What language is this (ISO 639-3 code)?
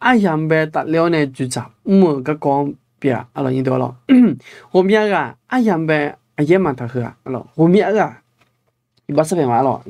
ahk